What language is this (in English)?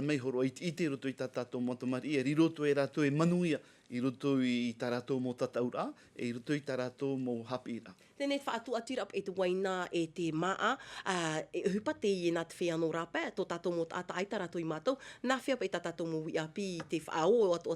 Tahitian